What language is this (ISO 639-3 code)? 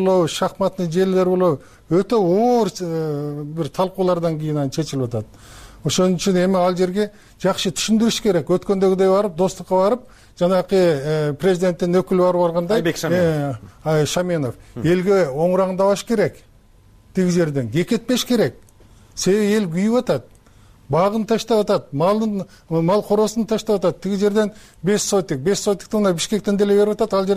kir